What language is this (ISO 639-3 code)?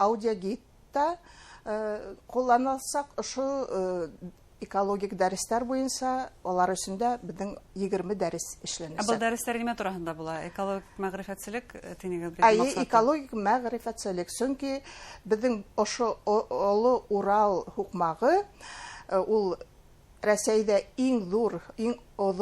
bak